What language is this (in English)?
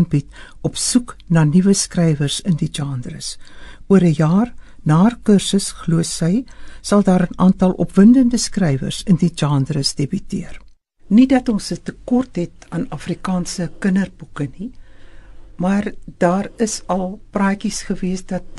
Afrikaans